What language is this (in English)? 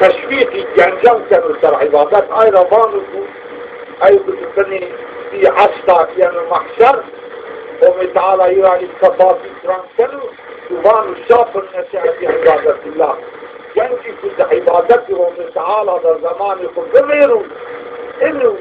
Zaza